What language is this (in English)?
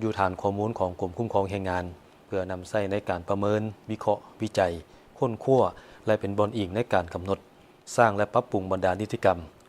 Lao